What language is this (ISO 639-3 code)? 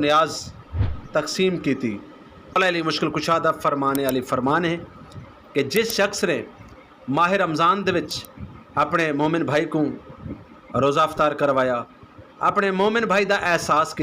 lah